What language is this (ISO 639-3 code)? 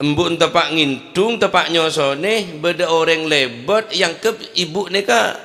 mad